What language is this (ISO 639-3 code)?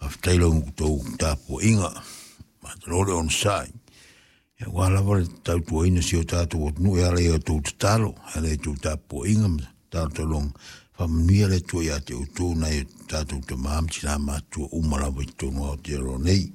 smo